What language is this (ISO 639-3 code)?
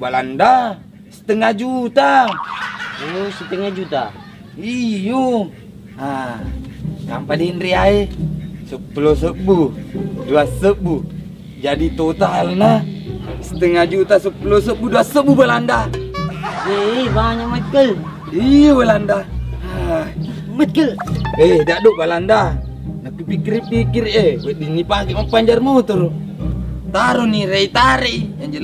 bug